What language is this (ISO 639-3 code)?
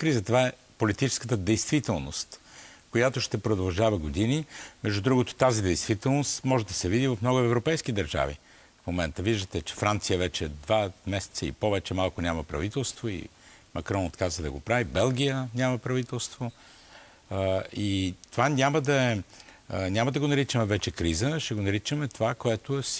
bul